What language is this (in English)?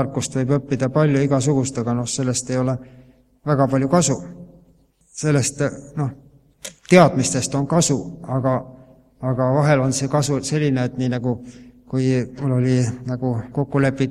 Estonian